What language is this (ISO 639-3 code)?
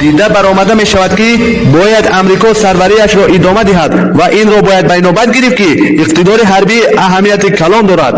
tgk